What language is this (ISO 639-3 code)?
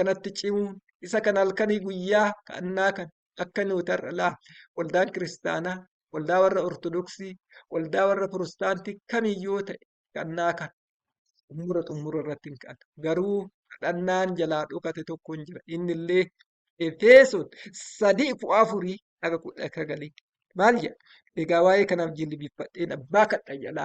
orm